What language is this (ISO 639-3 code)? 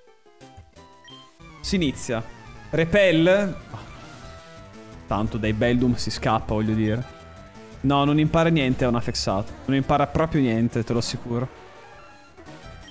ita